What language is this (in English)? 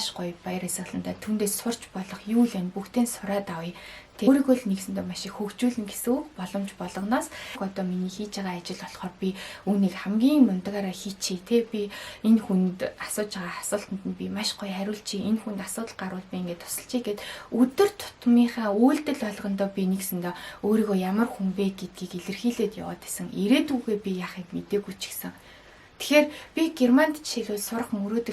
Mongolian